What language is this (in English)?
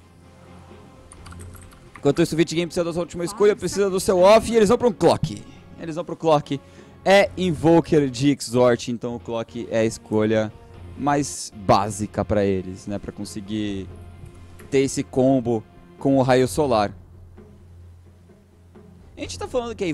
Portuguese